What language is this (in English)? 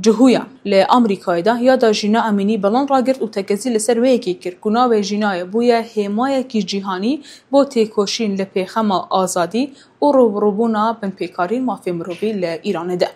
Kurdish